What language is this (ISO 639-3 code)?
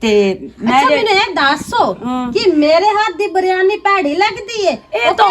lah